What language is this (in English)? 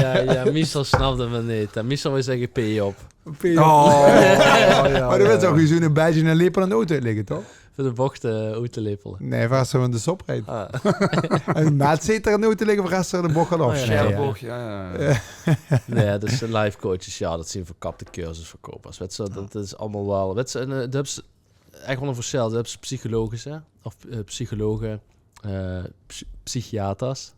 Limburgish